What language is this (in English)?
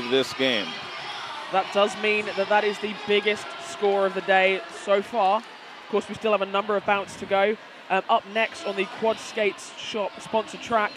English